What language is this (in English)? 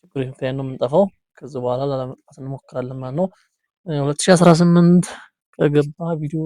Amharic